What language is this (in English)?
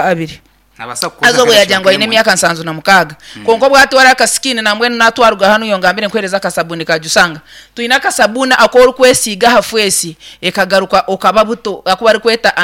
Nyankole